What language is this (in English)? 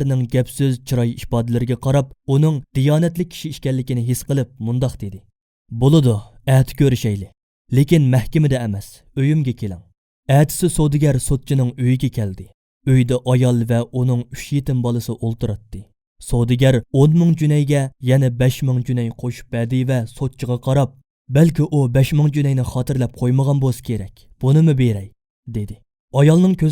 Uyghur